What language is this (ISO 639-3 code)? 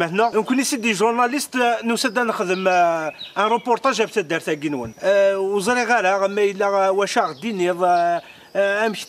kab